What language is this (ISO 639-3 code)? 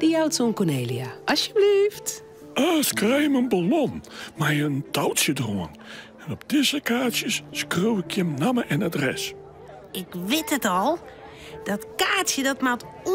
fry